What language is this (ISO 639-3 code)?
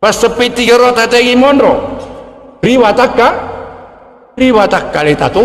bug